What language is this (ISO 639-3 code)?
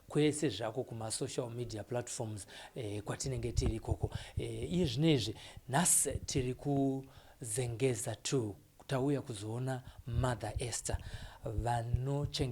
sna